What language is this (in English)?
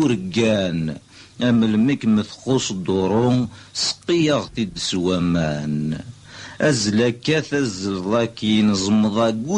Kabyle